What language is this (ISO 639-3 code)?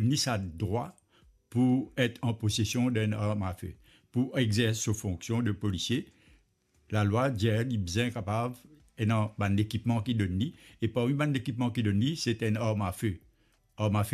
mfe